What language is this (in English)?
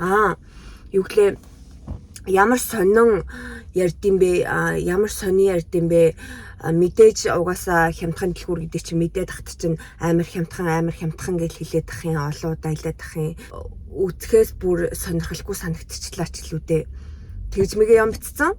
Mongolian